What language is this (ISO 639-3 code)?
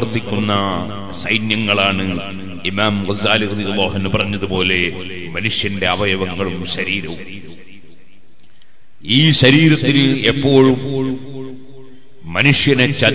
mal